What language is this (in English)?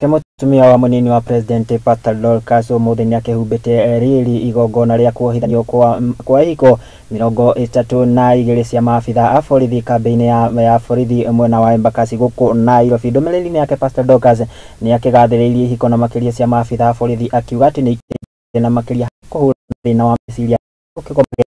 Kikuyu